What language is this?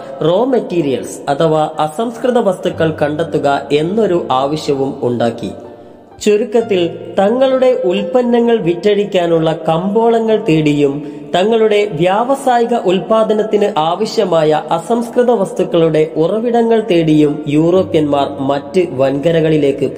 Malayalam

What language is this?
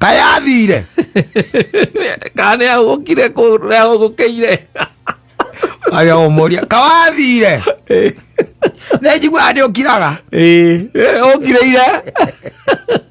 Kikuyu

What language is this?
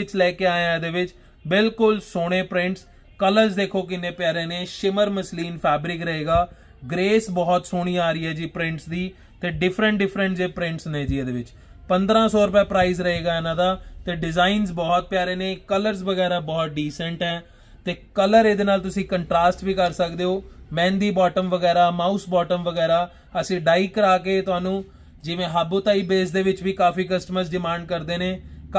Punjabi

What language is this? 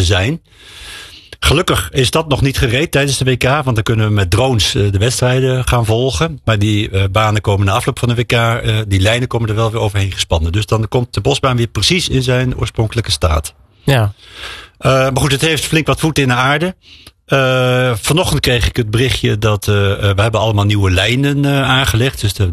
Dutch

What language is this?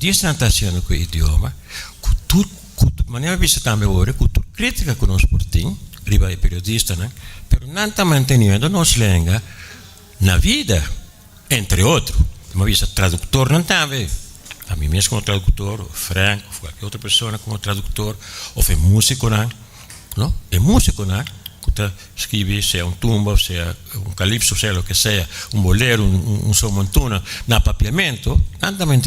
Papiamento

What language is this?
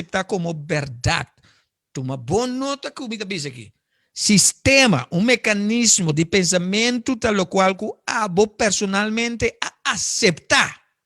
Papiamento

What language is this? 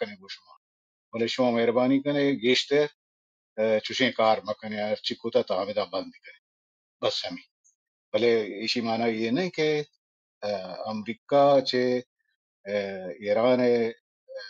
Baluchi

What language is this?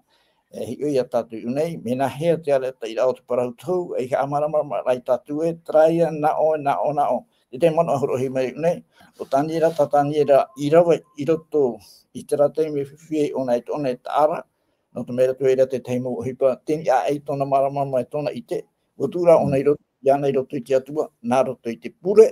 Tahitian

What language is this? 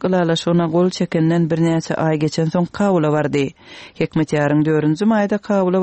Turkmen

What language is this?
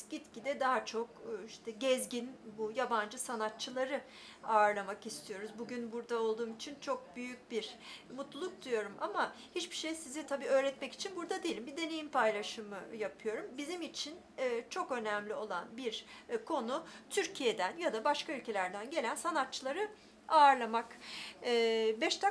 Turkish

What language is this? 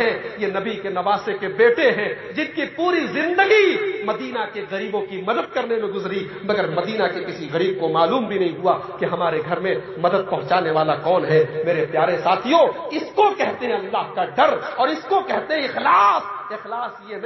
Urdu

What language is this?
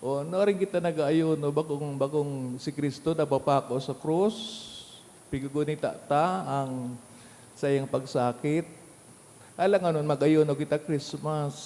Bikol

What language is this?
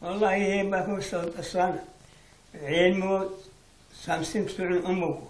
Avaric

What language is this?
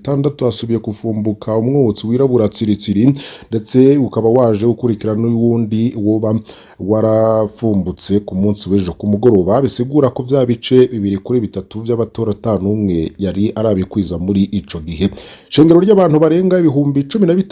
Rundi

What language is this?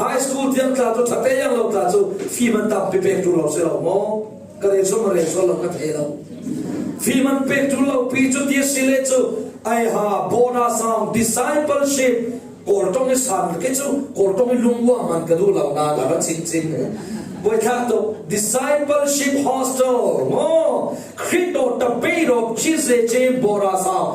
Falam Chin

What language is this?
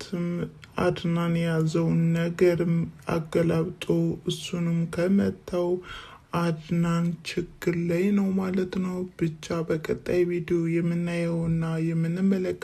Amharic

